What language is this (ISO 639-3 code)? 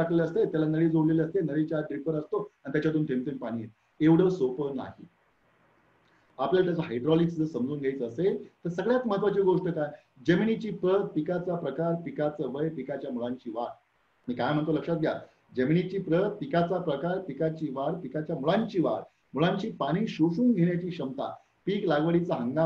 mar